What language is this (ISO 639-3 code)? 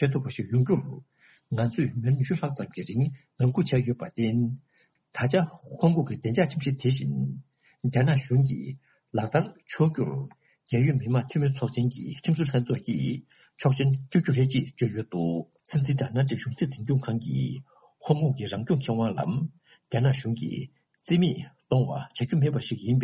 bod